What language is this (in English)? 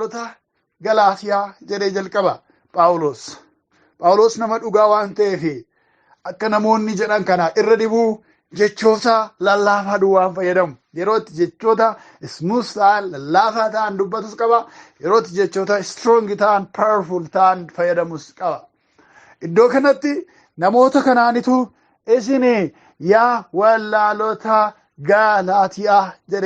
Oromo